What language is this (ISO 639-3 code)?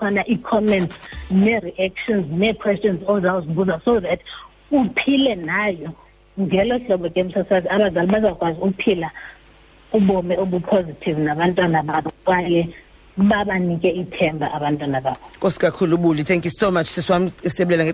xho